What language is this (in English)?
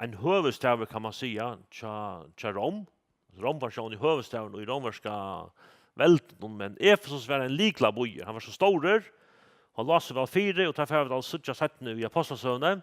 Faroese